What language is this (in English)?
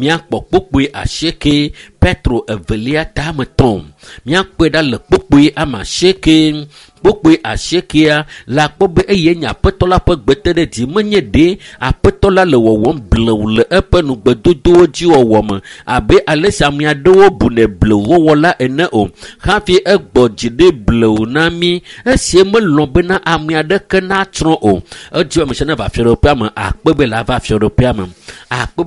Ewe